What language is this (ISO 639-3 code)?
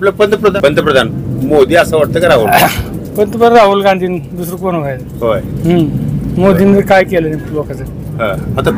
mar